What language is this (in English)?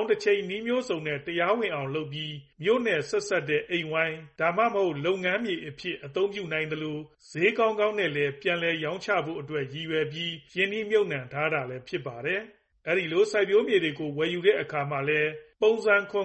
Burmese